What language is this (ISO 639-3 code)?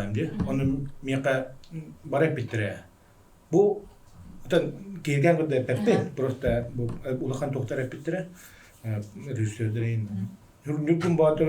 sah